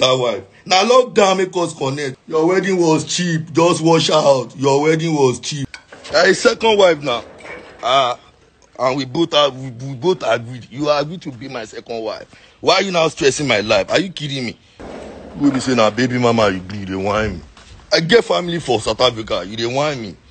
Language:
Nigerian Pidgin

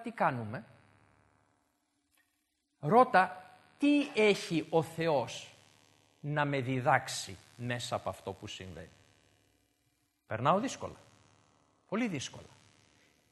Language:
Greek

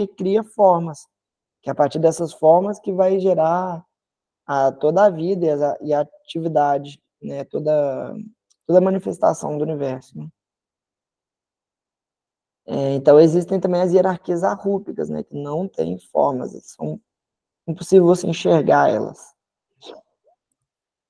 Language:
Portuguese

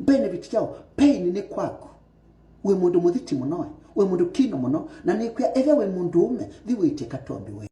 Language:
Kamba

